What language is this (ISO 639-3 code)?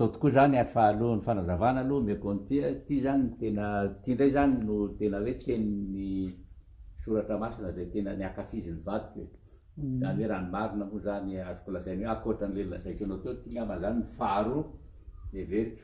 mlg